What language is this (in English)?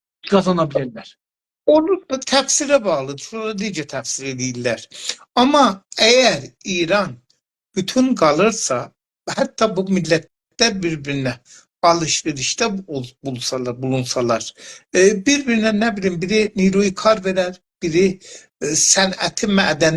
South Azerbaijani